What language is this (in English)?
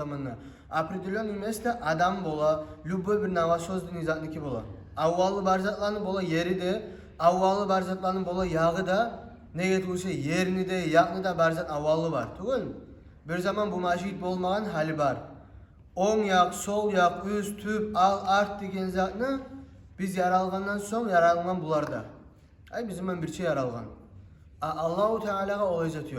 Kumyk